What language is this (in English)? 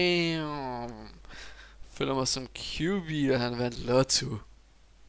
Danish